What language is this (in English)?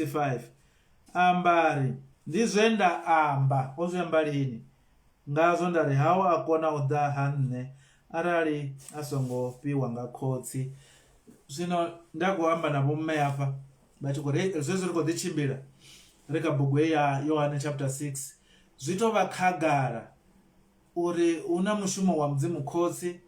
Venda